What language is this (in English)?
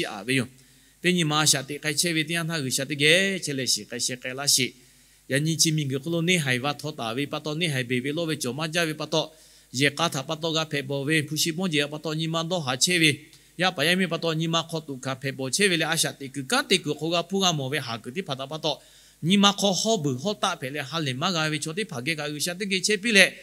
Lahu